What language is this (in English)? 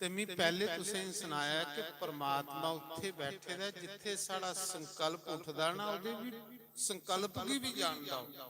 Dogri